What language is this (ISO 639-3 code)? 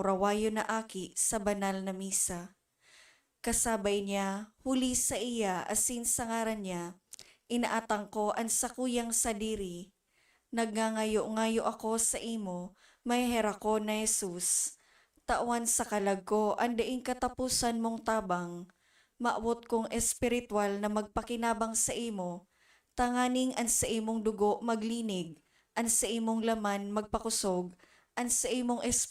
bik